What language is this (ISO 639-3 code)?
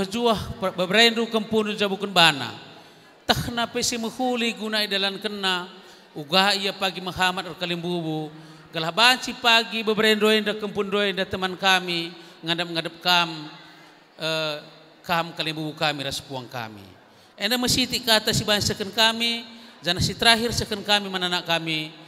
btx